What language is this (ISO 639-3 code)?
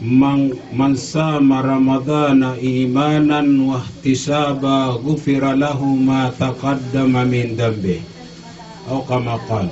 mrw